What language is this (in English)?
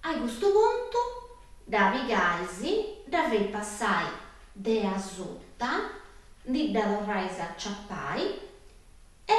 Sardinian